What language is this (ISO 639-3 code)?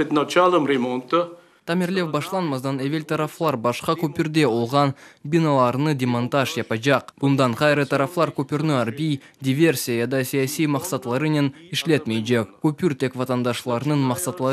crh